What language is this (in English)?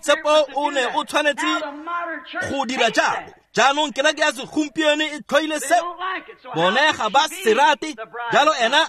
Tswana